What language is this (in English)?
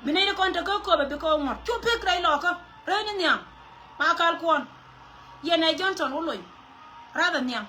Nuer